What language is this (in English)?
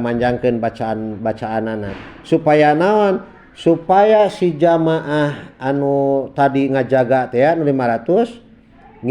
Sundanese